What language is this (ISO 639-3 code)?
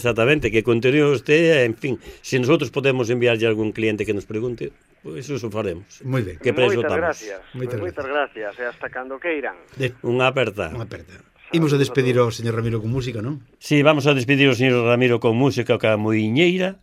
glg